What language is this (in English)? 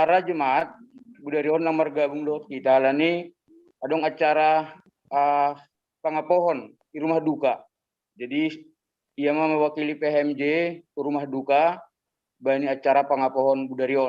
Batak Simalungun